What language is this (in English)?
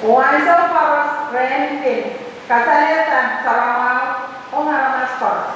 Pohnpeian